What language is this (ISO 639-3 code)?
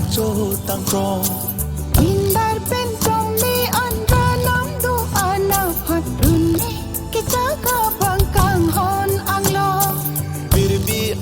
mjw